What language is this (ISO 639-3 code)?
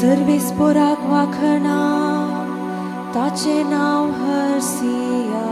kok